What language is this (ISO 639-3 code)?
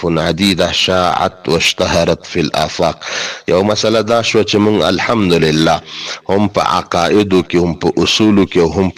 pus